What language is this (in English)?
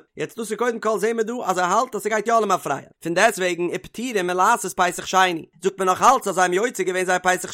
Yiddish